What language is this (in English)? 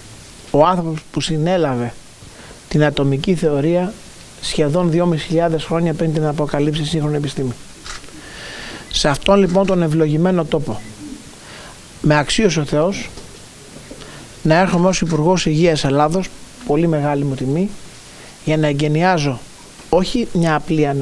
Greek